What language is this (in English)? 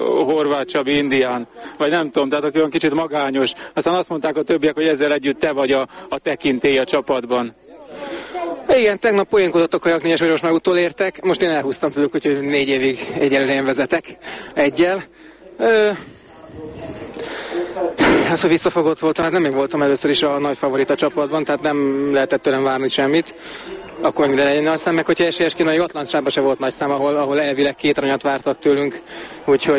Hungarian